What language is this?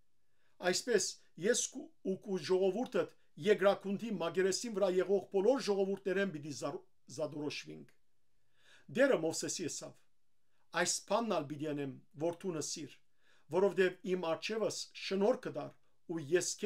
Western Armenian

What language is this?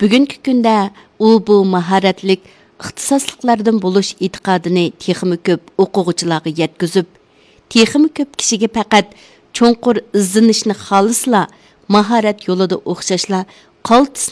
Uyghur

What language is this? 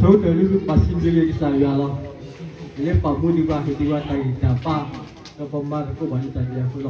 S'gaw Karen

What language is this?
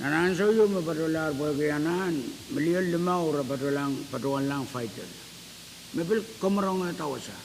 Pohnpeian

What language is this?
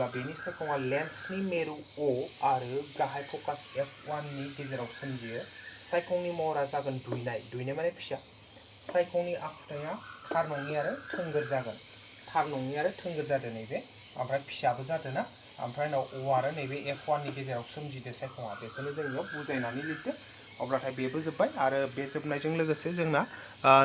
Bodo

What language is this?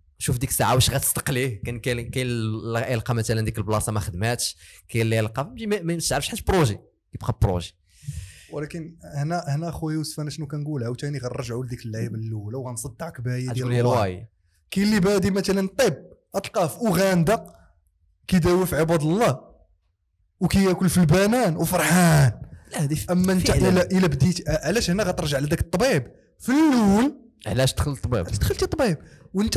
Moroccan Arabic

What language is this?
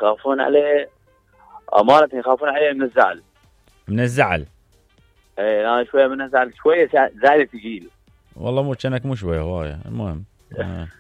Mesopotamian Arabic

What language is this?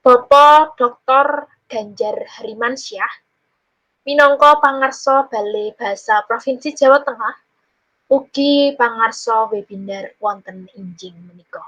Javanese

